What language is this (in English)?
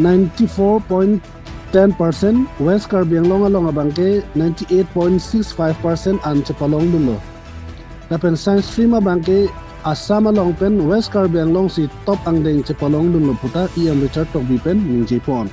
Karbi